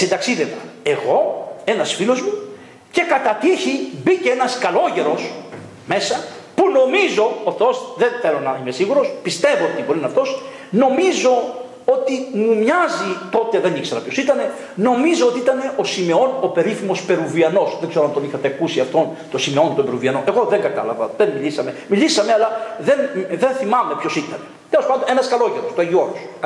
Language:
Greek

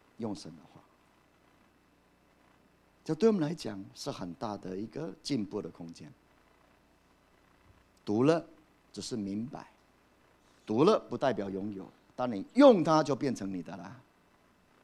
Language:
Chinese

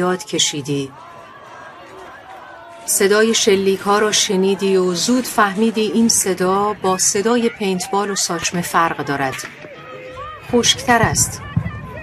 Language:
Persian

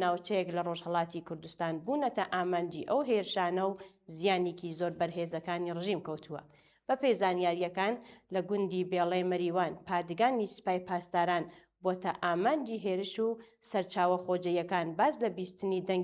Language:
Central Kurdish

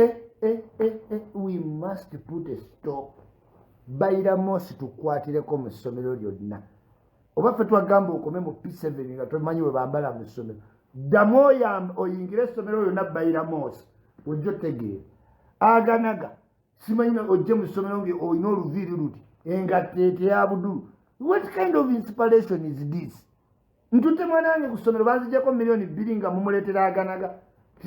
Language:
Ganda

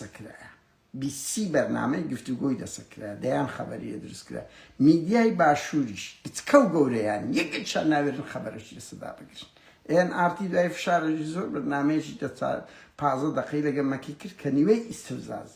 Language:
Central Kurdish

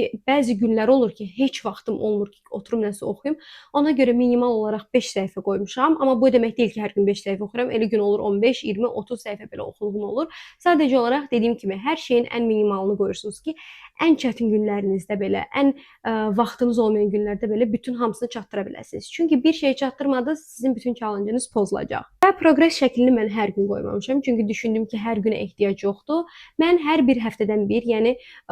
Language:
Azerbaijani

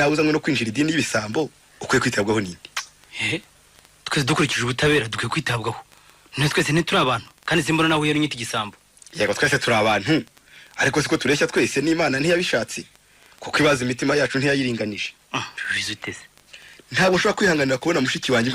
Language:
Kinyarwanda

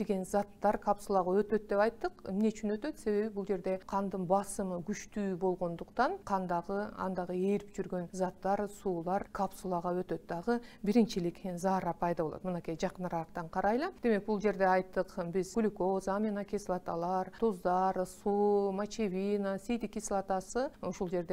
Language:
Kyrgyz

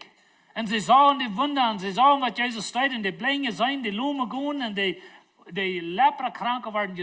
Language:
Plautdietsch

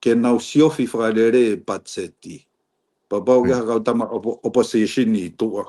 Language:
Tongan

